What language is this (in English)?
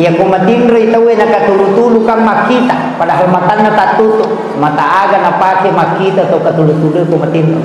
Buginese